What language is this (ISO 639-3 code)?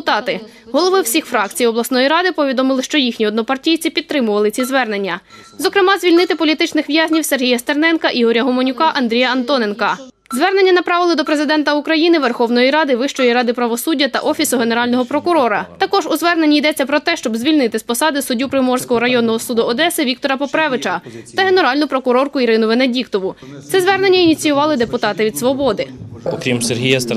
ukr